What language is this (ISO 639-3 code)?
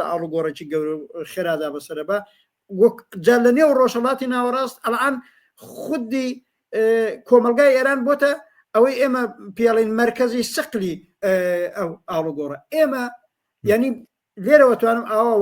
ckb